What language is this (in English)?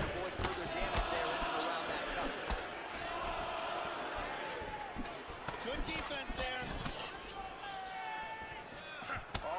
English